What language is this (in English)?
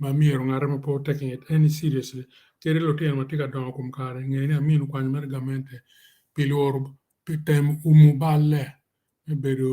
Acoli